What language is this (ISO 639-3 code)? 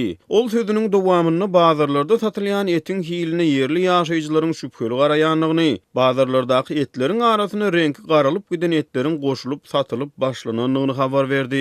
tuk